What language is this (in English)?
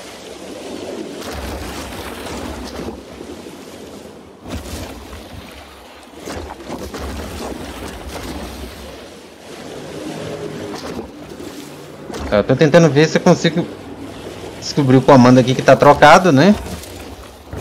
Portuguese